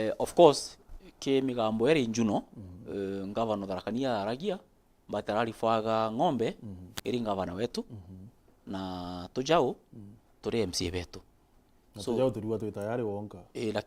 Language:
Meru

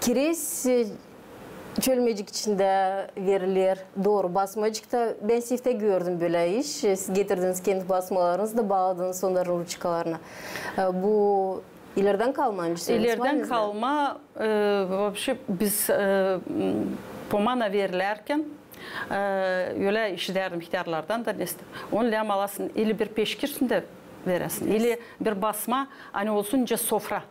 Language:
Gagauz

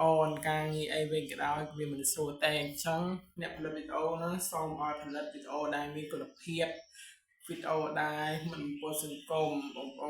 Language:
Khmer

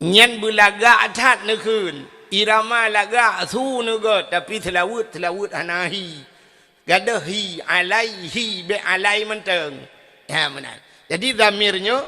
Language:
Achinese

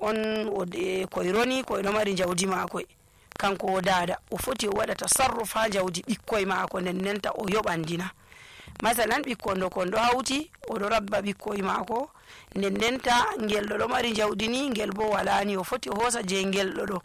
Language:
Nigerian Fulfulde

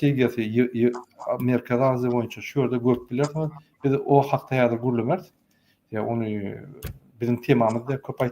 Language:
Turkmen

